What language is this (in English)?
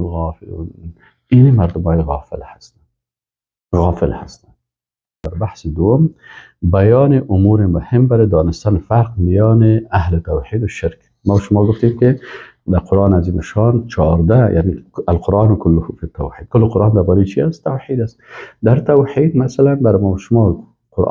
Persian